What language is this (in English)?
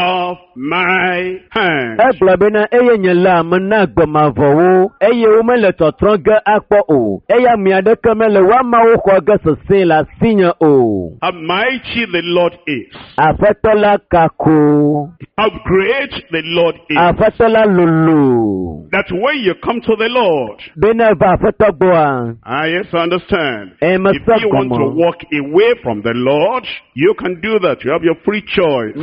Ewe